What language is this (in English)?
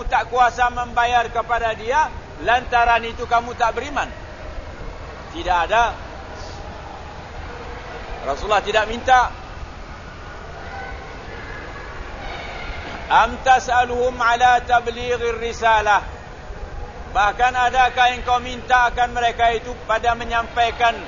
Malay